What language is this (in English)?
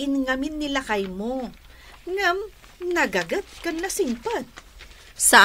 Iloko